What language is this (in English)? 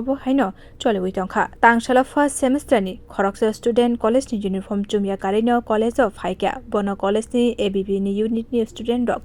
Kok Borok